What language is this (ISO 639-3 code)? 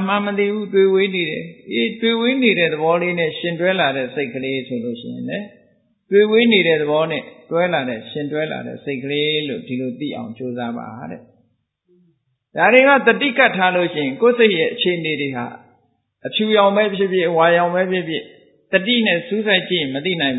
mya